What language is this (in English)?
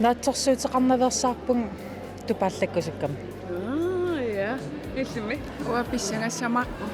Kalaallisut